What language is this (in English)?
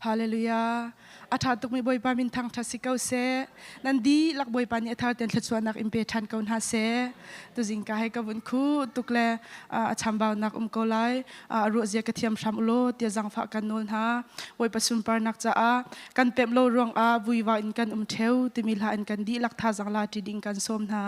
Hakha Chin